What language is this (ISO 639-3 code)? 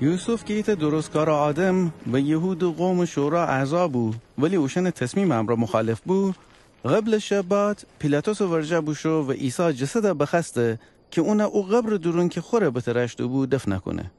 glk